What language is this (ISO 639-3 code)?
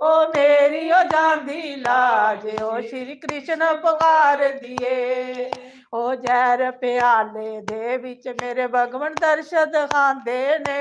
doi